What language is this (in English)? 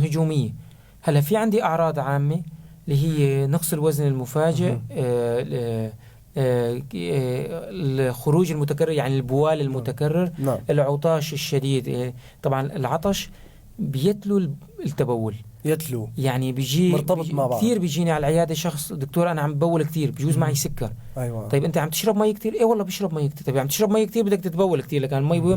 North Levantine Arabic